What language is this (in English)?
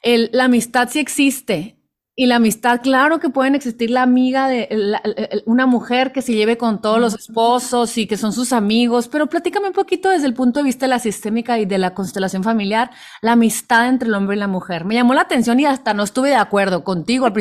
Spanish